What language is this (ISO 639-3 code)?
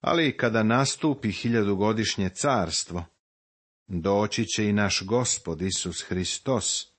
srp